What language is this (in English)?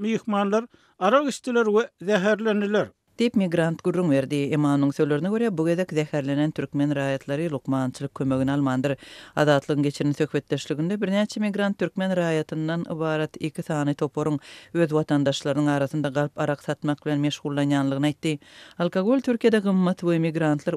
Turkmen